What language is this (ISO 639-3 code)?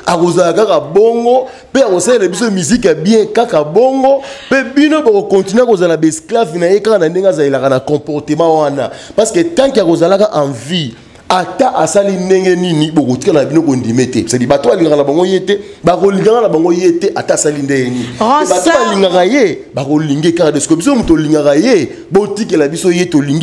lin